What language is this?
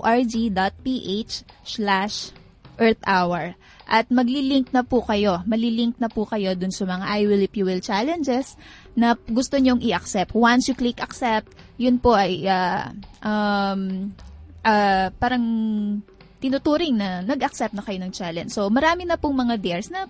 Filipino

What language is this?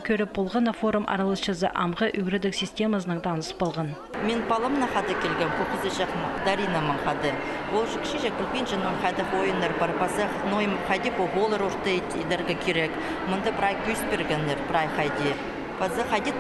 Khakas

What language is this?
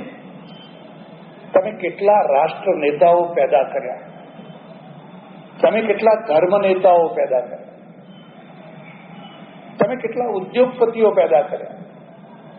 Gujarati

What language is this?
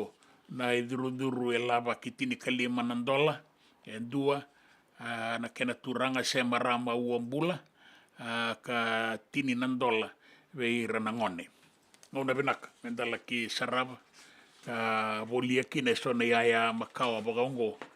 Fijian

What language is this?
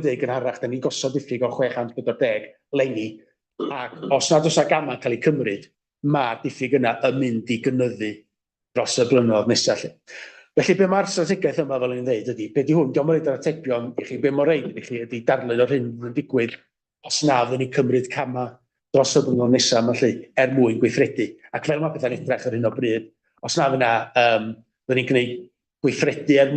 Welsh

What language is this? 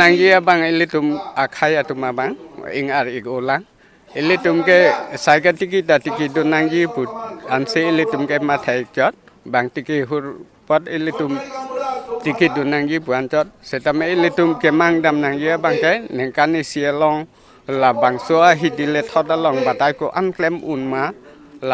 Karbi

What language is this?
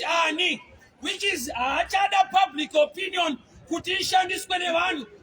Shona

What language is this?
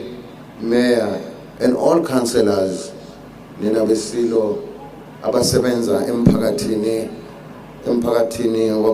Zulu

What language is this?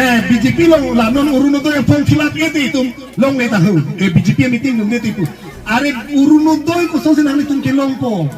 Karbi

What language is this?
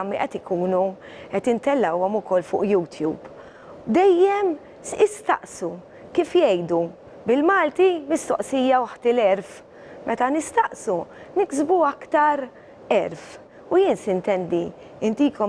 Maltese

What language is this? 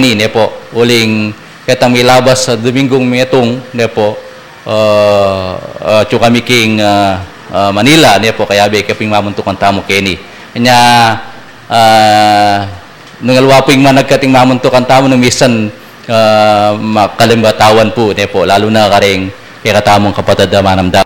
Pampanga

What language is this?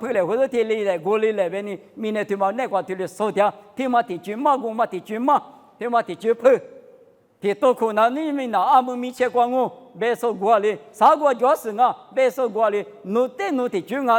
Lisu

